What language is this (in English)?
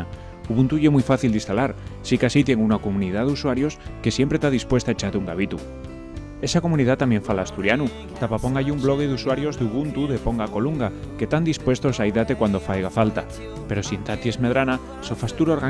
Asturian